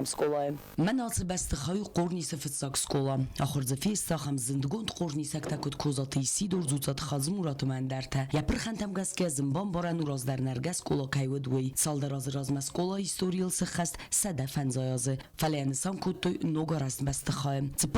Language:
Ossetic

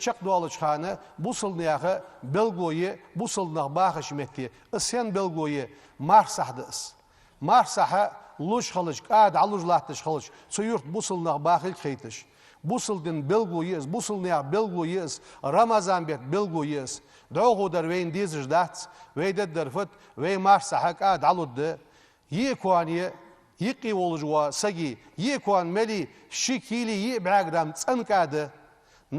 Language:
Ingush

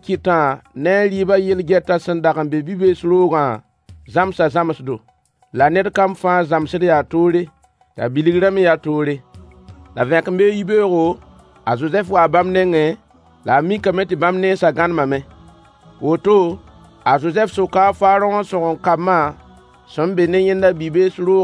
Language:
Mossi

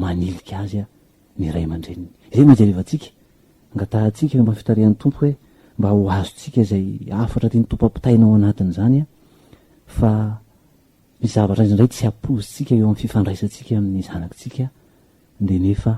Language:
Malagasy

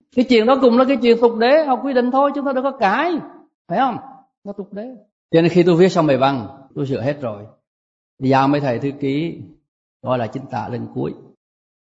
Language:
Vietnamese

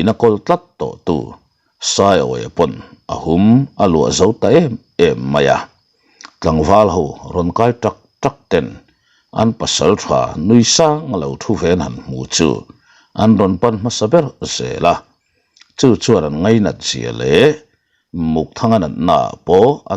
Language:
Mizo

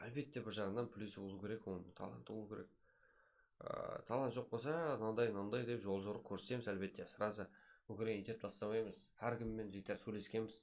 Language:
Kara-Kalpak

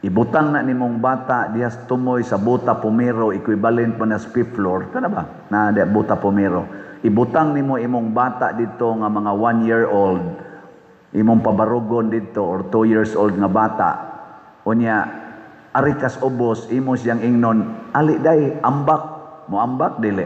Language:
Cebuano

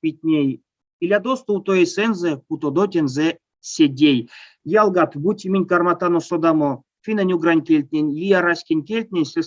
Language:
Erzya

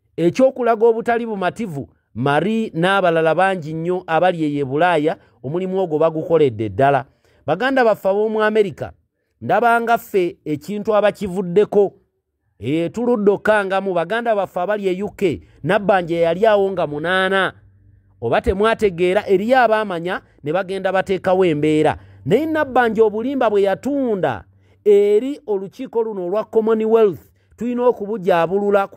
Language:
Ganda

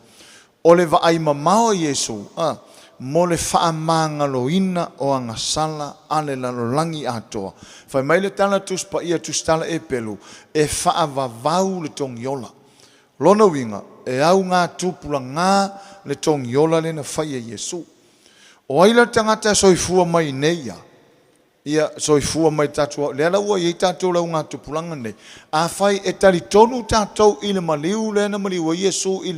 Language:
Samoan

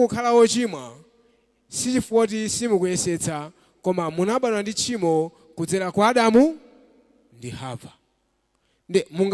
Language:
Nyanja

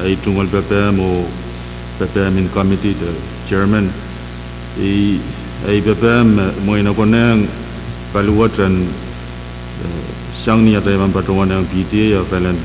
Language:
Pohnpeian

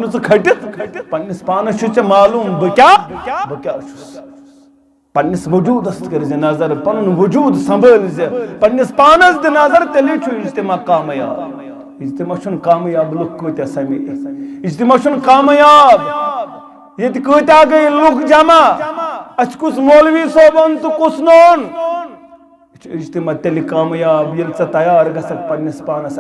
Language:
Kashmiri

